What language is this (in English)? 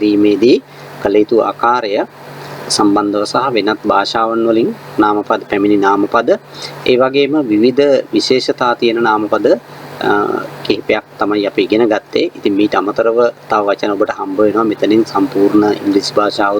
Sinhala